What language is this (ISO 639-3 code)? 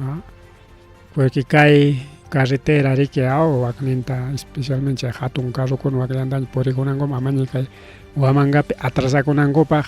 quy